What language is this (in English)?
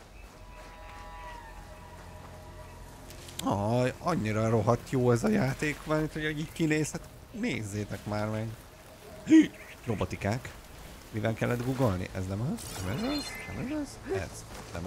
Hungarian